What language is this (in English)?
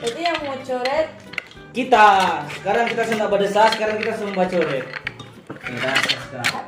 Manado Malay